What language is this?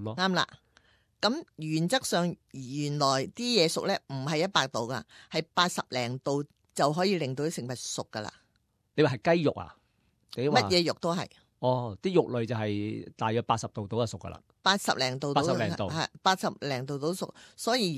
Cantonese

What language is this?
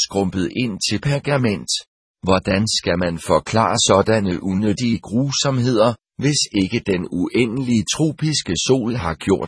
Danish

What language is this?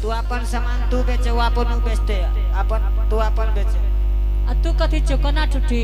Angika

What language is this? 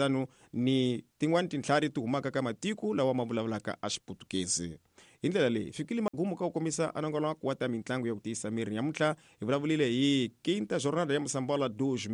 Tsonga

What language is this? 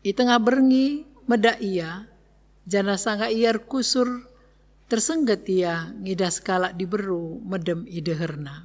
Batak Karo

